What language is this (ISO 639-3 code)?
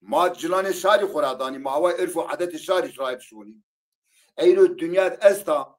zza